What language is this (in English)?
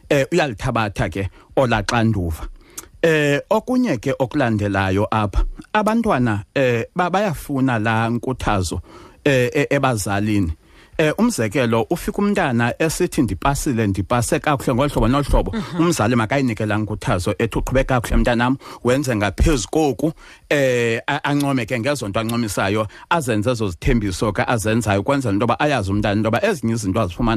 Xhosa